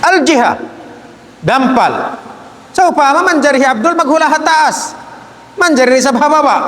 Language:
Tausug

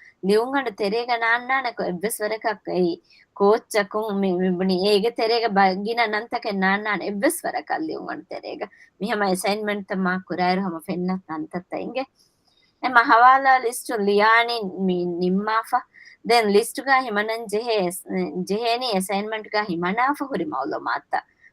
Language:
Divehi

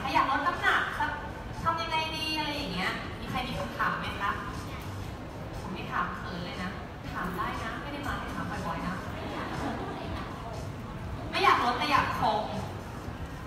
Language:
Thai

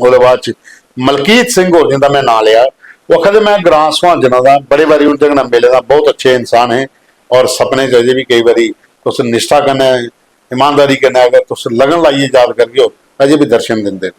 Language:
Dogri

